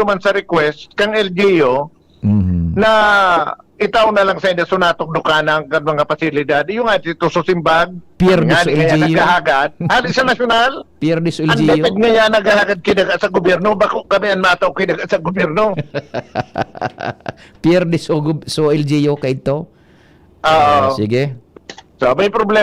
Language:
Bikol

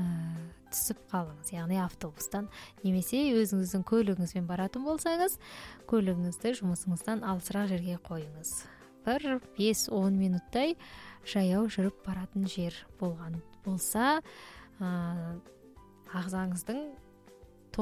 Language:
Kazakh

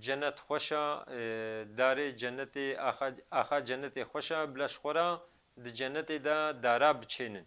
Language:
Kurdish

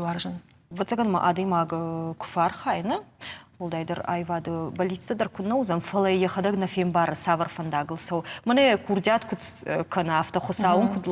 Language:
Ossetic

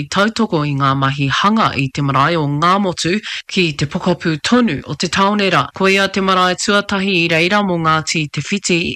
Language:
Māori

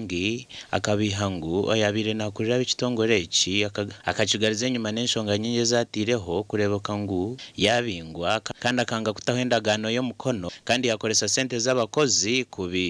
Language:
Nyankole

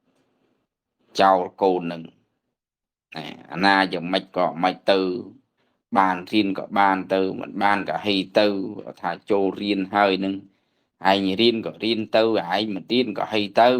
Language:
Khmer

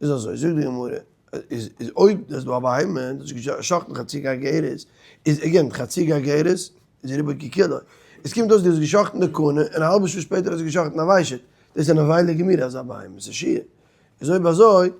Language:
Yiddish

